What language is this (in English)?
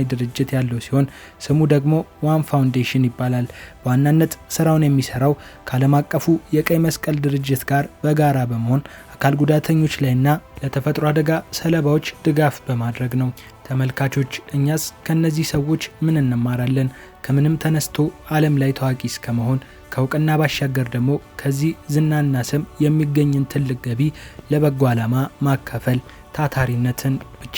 Amharic